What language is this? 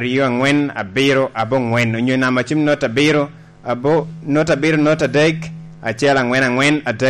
Lango (Uganda)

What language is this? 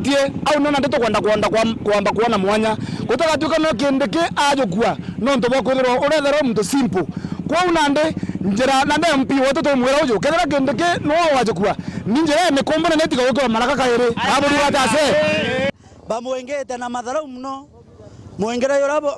Meru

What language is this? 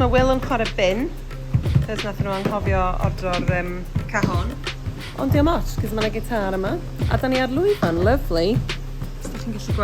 Welsh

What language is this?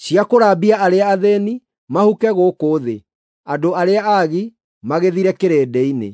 Kikuyu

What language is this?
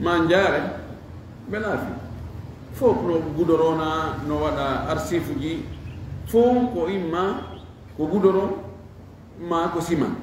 Fula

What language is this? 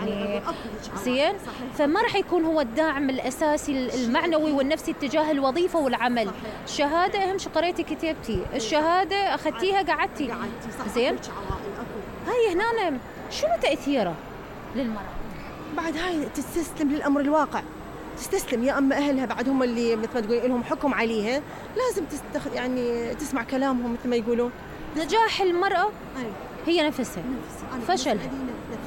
Mesopotamian Arabic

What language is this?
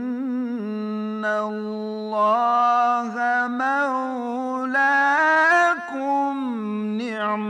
Bosnian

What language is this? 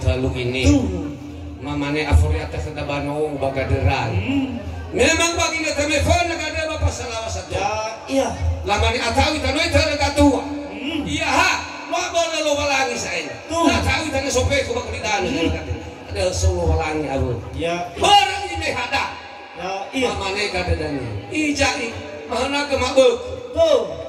Nias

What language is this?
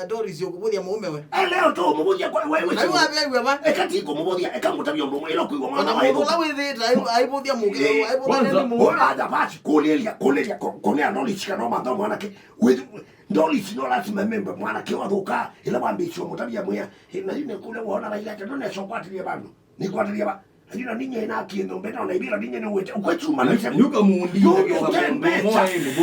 Kamba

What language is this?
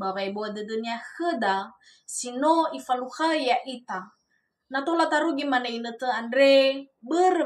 Nias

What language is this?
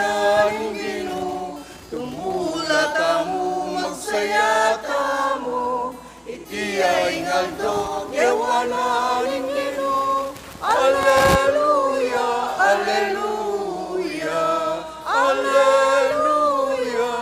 Pampanga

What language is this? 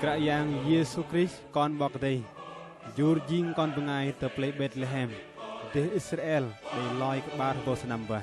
Bahnar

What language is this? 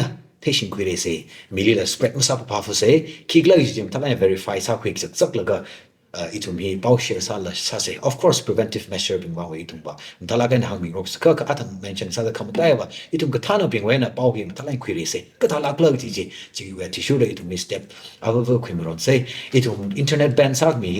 Tangkhul Naga (India)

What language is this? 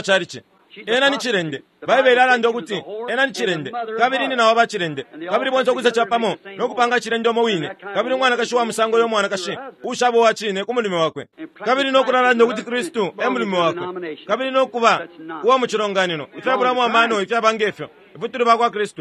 Bemba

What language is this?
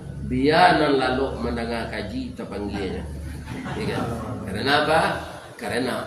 Minangkabau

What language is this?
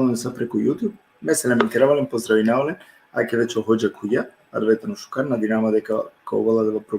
Balkan Romani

